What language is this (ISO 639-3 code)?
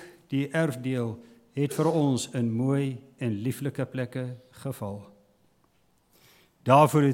afr